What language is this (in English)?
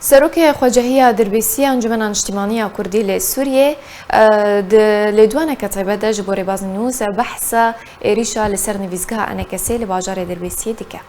Kurdish